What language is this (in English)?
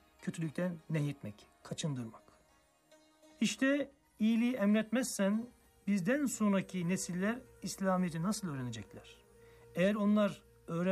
Turkish